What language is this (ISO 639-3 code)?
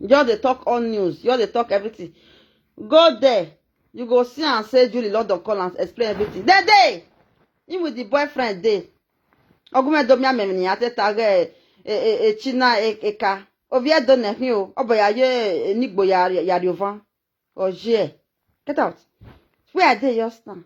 pcm